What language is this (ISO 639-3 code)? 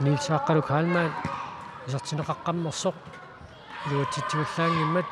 kal